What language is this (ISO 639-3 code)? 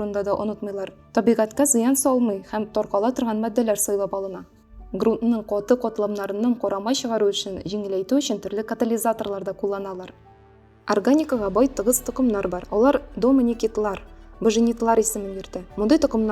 tat